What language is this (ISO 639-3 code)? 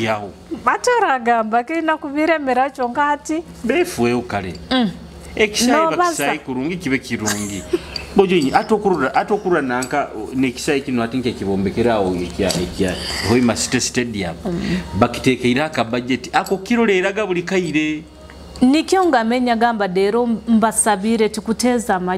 nyo